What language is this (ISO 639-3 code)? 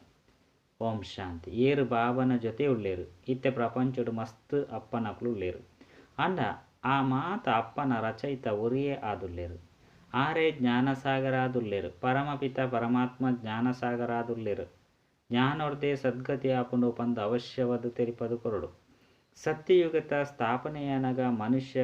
tcy